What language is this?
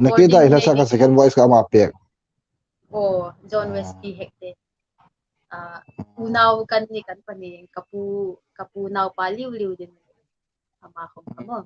Hmar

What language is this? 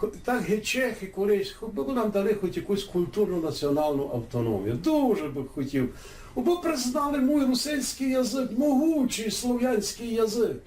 Rusyn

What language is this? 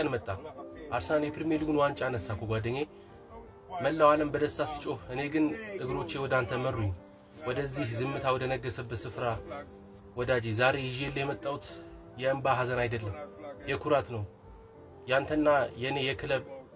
Amharic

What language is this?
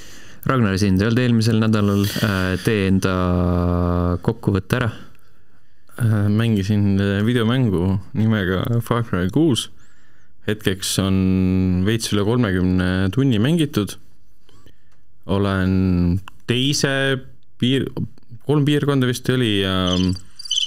Estonian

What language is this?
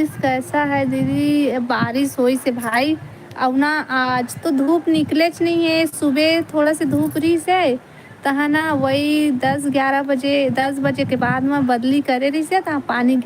Chhattisgarhi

